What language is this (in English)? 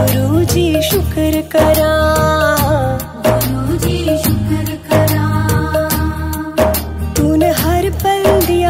Hindi